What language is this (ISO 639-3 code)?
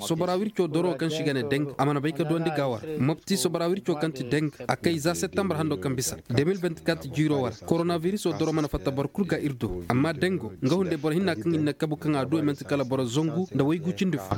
ses